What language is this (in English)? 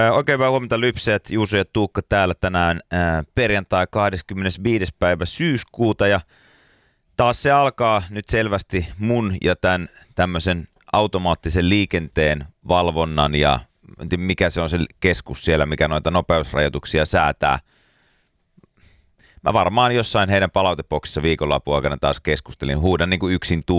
Finnish